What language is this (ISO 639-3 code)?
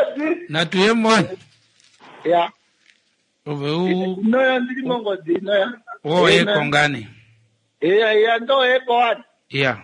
kua